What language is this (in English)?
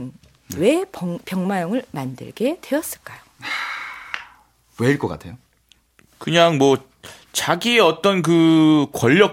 Korean